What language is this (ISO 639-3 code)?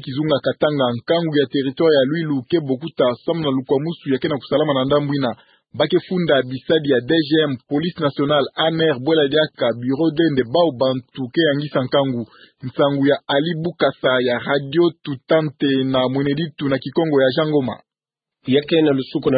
ktu